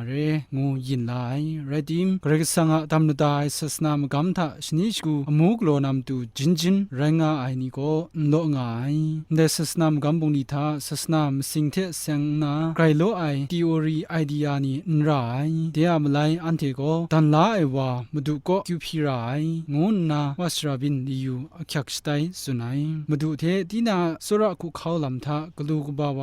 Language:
Kachin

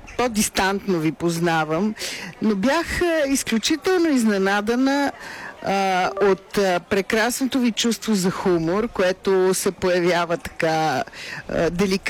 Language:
Bulgarian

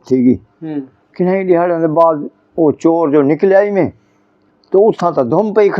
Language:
Saraiki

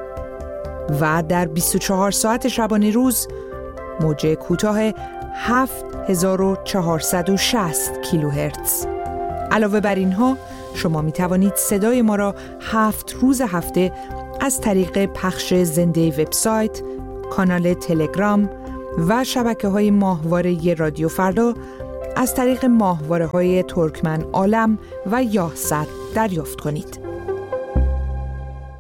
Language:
Persian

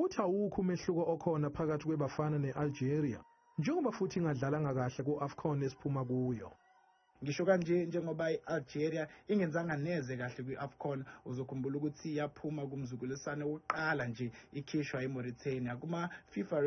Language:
Zulu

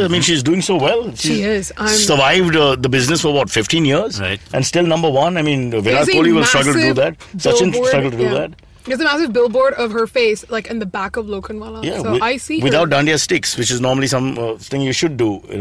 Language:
English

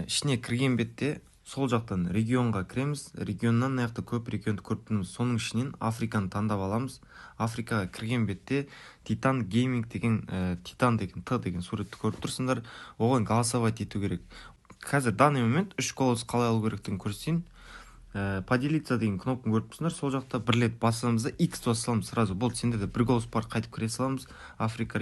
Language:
Kara-Kalpak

